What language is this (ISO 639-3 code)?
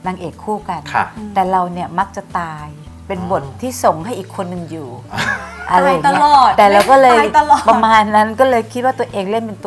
tha